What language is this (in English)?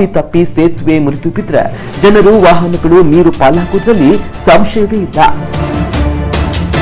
Kannada